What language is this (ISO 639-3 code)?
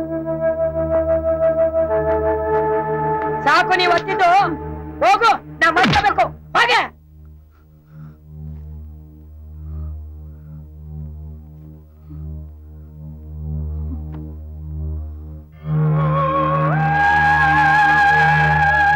kan